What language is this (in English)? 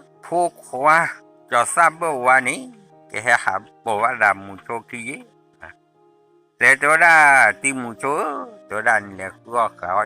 S'gaw Karen